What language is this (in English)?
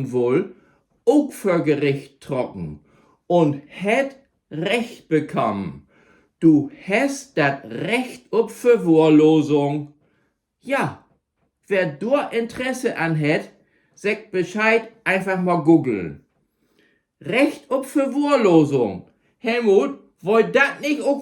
Low German